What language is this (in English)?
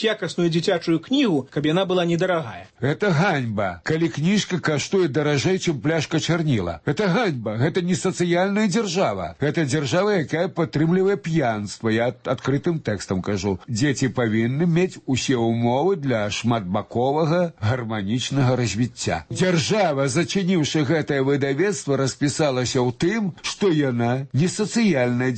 Belarusian